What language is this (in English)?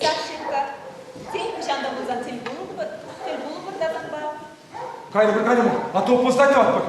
Chuvash